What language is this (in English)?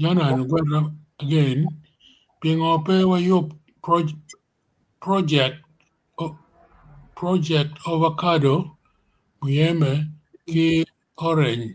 Acoli